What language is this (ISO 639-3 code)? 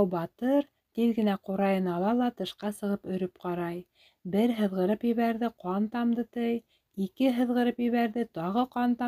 bak